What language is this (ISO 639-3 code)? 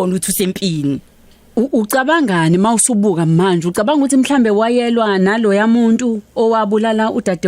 zul